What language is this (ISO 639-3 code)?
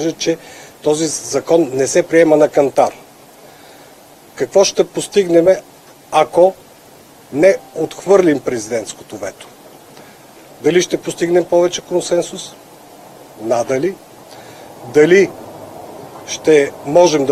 bul